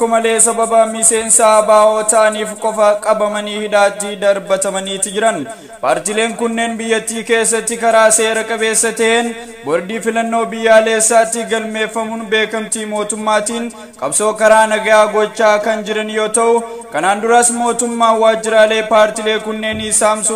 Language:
Oromo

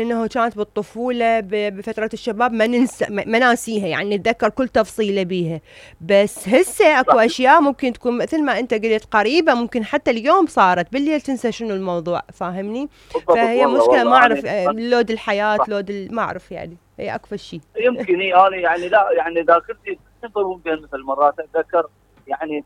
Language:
Mesopotamian Arabic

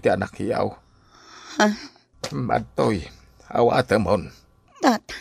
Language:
Iloko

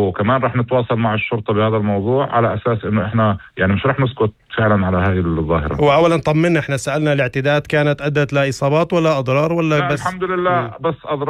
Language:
North Levantine Arabic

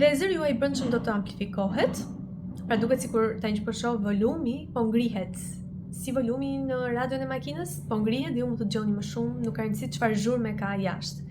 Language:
Albanian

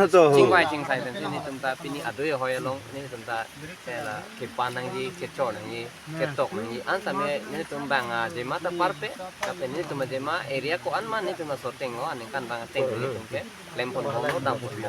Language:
Karbi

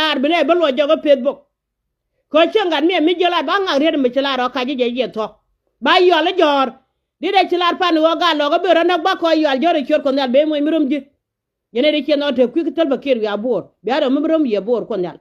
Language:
Nuer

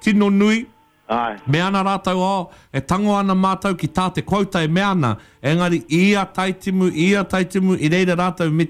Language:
Māori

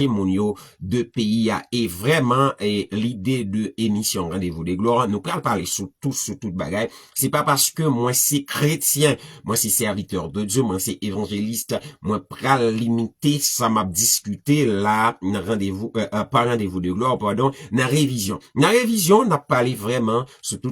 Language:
Haitian Creole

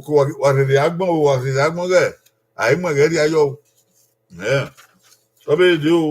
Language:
Bini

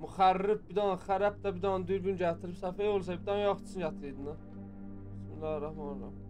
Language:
South Azerbaijani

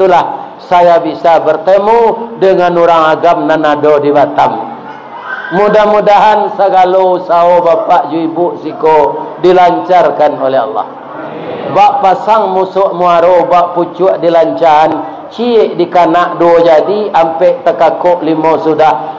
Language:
Minangkabau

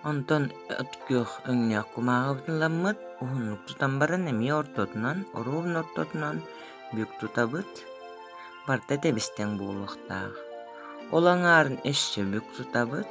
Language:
Yakut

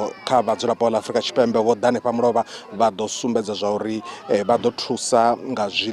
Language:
Venda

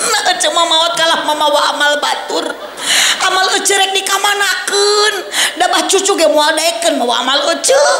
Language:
Sundanese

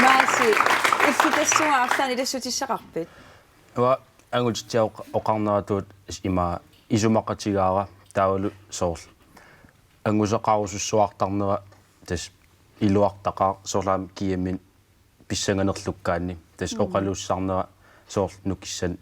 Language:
Kalaallisut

